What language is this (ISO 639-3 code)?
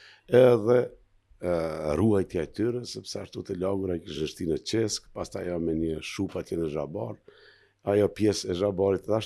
sqi